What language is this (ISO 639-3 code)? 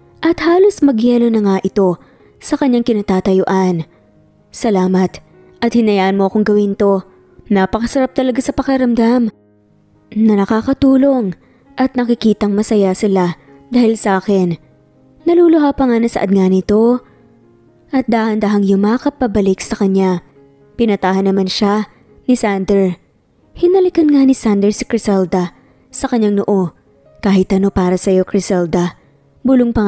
fil